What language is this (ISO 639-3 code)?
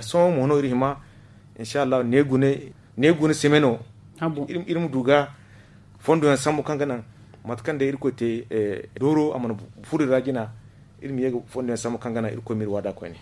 dje